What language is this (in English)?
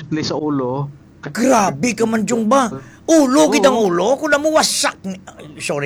Hiligaynon